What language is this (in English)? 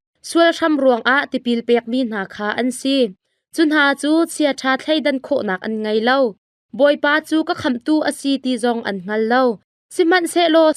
Hakha Chin